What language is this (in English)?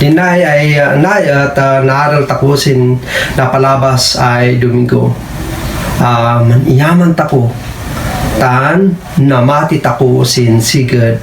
Kankanaey